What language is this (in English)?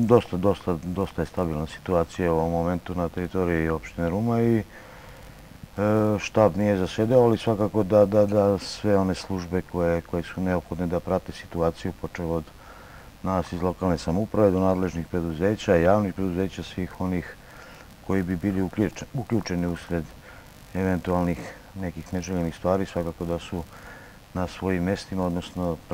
Serbian